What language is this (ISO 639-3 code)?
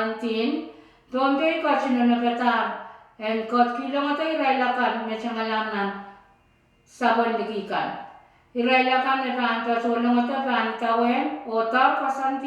pon